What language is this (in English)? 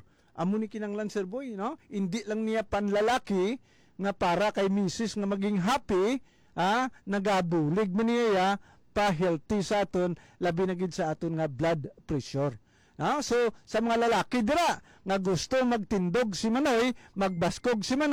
Hiligaynon